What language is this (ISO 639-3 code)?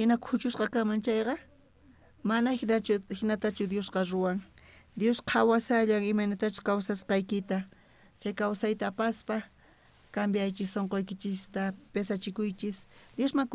quh